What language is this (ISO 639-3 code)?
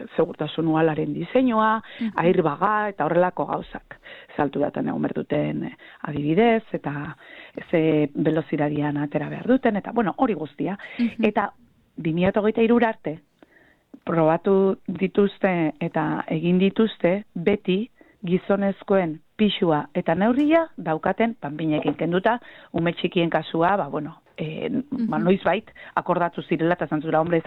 eus